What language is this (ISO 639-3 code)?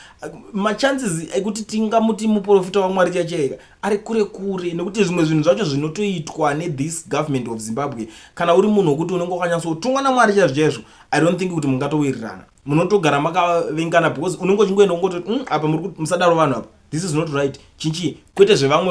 sna